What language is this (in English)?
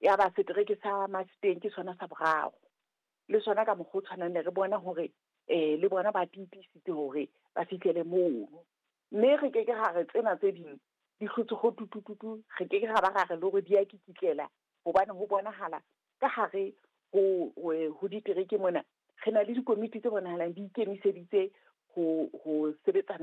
Southern Sotho